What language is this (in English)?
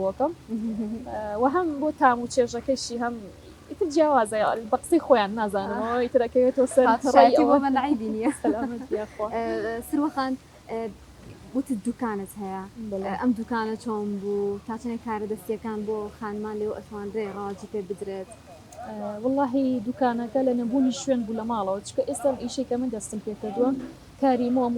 Central Kurdish